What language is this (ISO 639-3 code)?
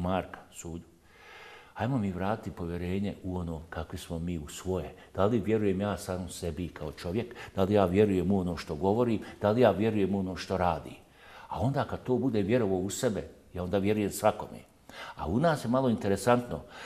bos